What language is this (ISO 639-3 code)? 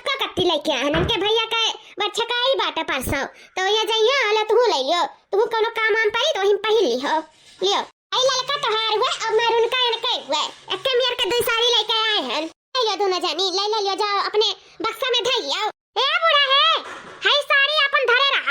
awa